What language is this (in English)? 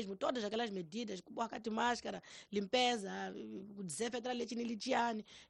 Tsonga